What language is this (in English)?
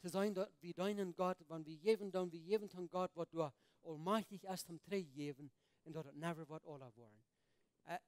Plautdietsch